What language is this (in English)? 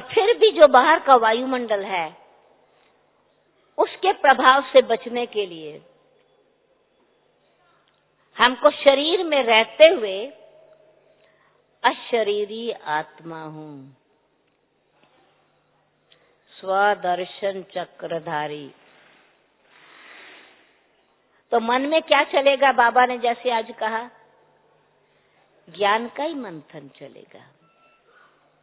Hindi